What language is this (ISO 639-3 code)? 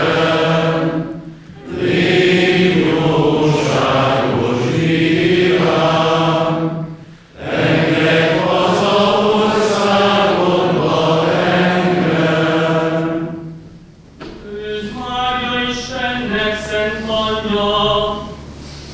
hun